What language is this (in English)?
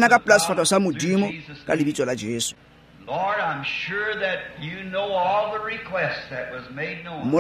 Tswana